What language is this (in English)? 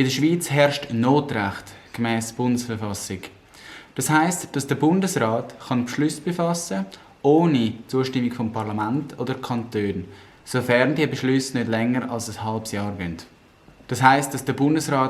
Swiss German